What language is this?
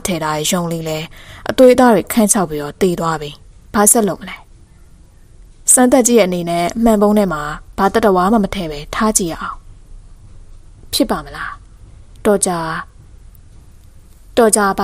Burmese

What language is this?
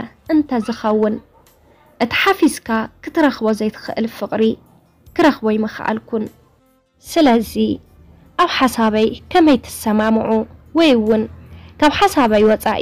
Tigrinya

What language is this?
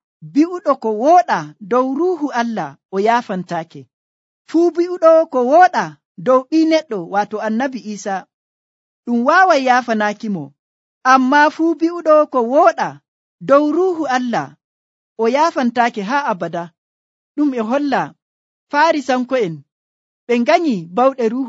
Nigerian Fulfulde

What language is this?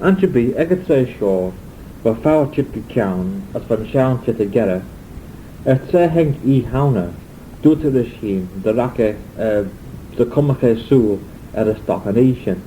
Manx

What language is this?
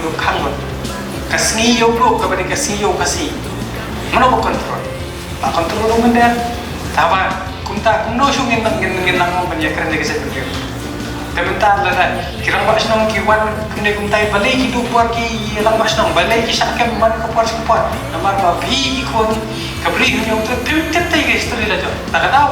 Khasi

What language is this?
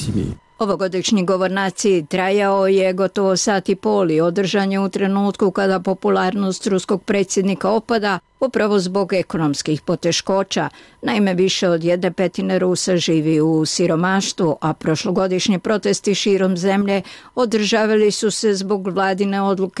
Croatian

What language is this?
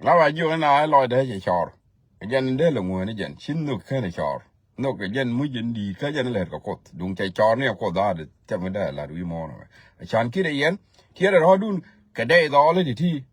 Nuer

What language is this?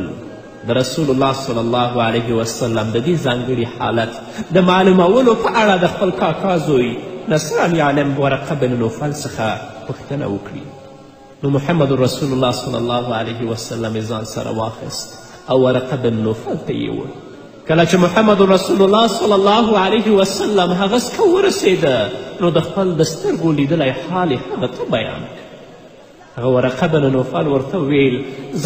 Pashto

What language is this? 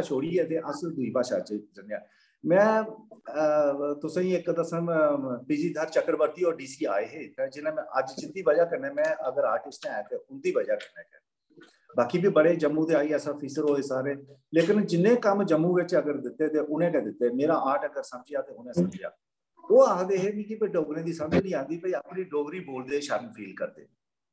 Dogri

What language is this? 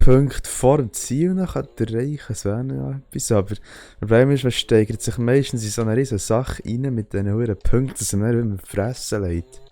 Swiss German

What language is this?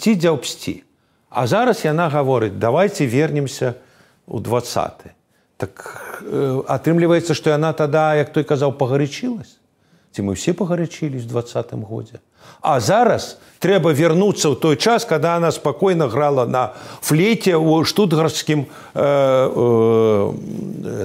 Belarusian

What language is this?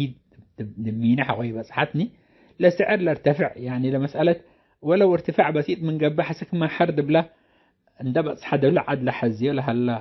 Tigre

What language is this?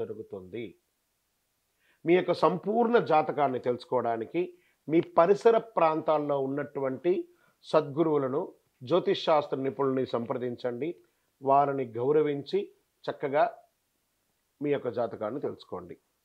Telugu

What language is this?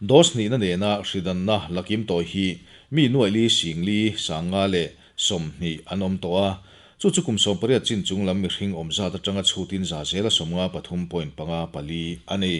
Mizo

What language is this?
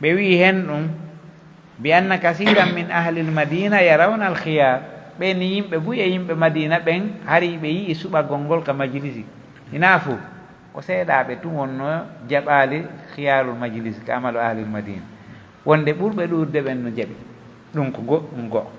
Pular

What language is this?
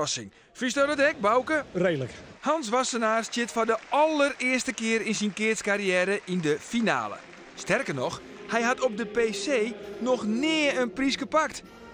Western Frisian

